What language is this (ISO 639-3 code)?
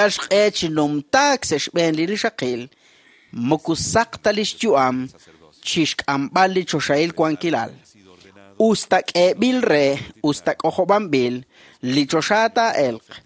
kek